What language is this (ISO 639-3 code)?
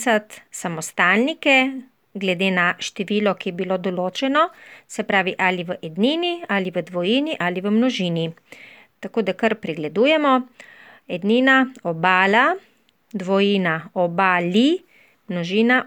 slv